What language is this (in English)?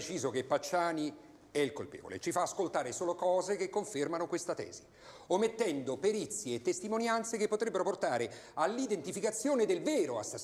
Italian